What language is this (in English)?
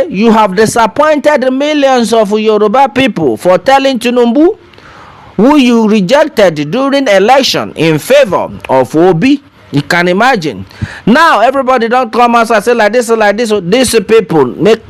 Nigerian Pidgin